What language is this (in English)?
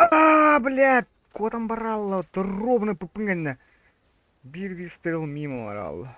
Yakut